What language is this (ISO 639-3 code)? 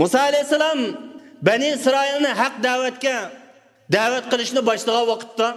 uig